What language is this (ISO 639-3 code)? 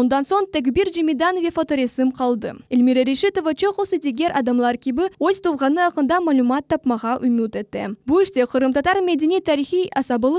crh